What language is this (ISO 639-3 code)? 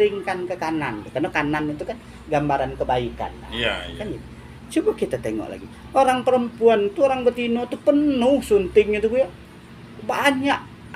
min